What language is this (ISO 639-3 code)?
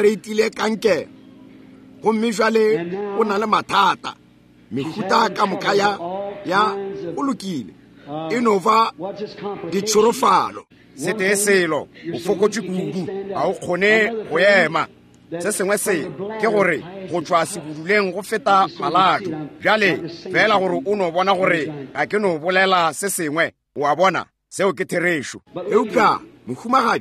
nso